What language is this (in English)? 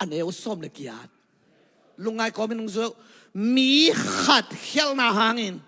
Tedim Chin